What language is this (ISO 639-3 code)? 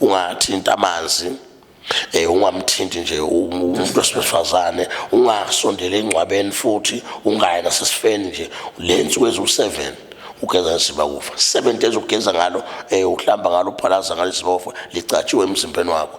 zul